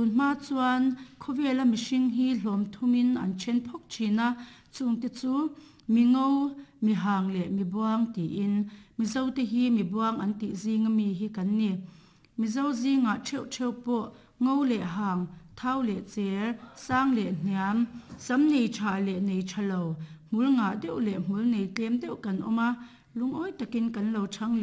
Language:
Mizo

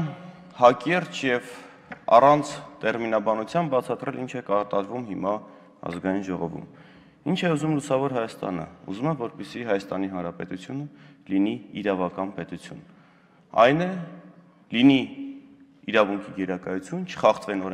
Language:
Armenian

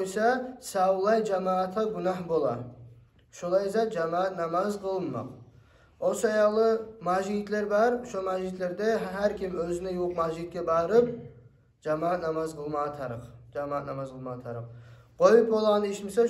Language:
Kumyk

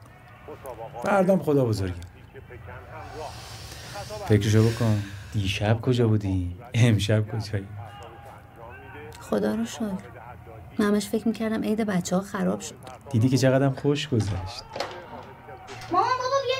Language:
Persian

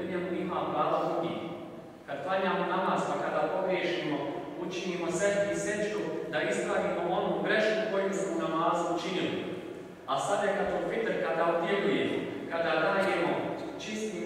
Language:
Bosnian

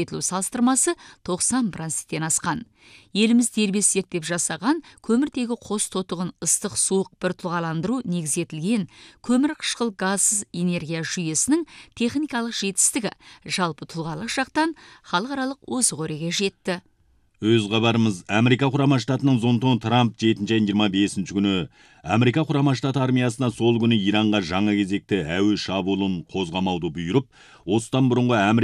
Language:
Kazakh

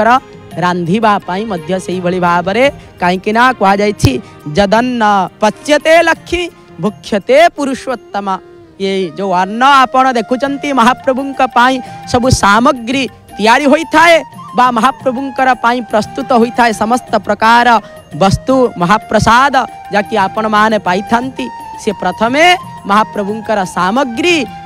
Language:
Odia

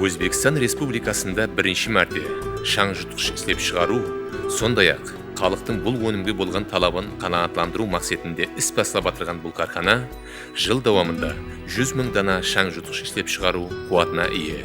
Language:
Kara-Kalpak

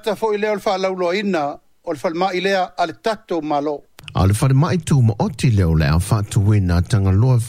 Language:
Samoan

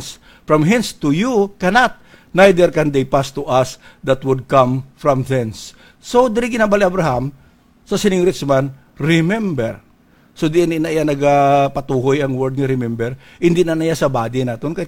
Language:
Hiligaynon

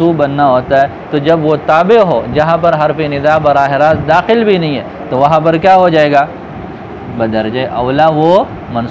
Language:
Urdu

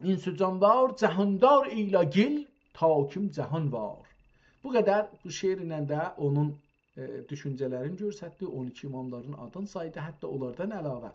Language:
South Azerbaijani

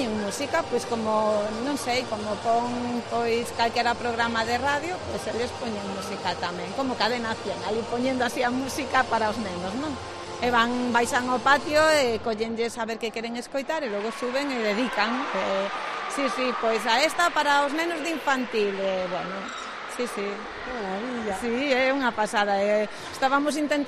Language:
Galician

